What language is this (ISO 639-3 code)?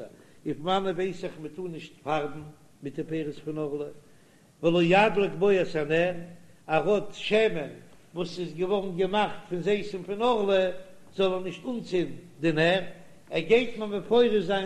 yid